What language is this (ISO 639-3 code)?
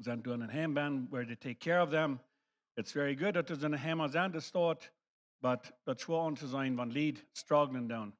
pdt